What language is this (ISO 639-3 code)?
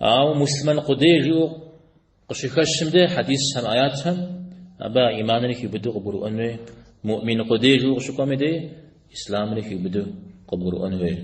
kbd